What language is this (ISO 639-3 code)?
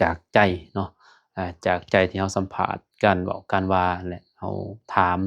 lao